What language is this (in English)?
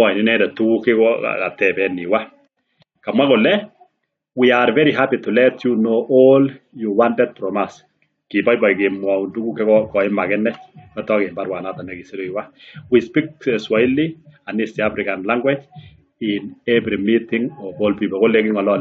Kalenjin